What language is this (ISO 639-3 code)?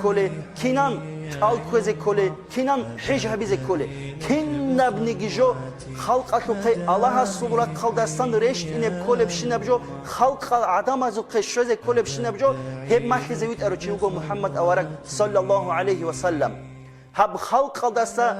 ava